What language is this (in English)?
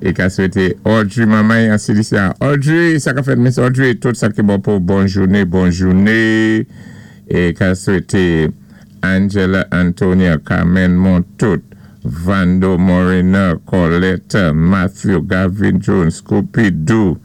Saint Lucian Creole French